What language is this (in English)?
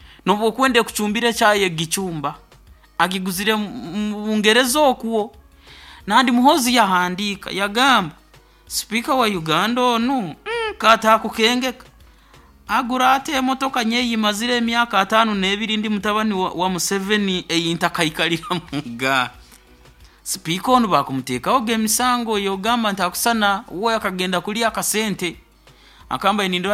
Nyoro